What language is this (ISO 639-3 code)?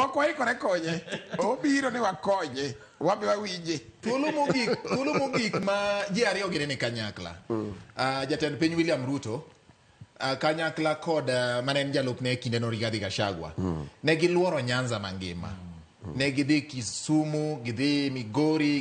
luo